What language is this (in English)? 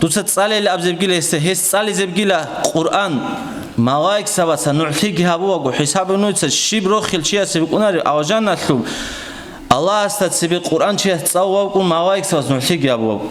Avaric